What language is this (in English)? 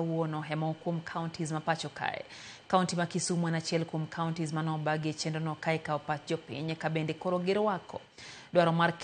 Luo (Kenya and Tanzania)